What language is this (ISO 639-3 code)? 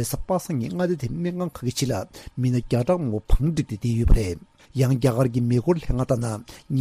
bod